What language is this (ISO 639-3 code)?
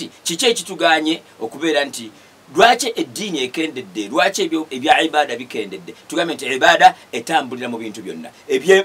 lug